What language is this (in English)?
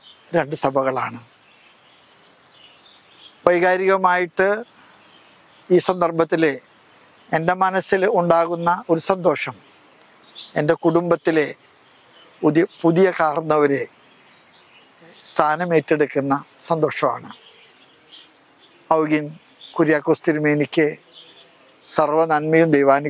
Malayalam